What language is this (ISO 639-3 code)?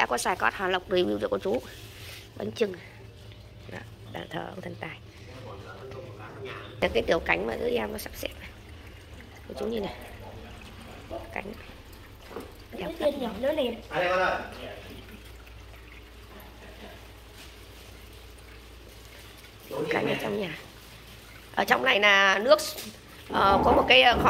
vie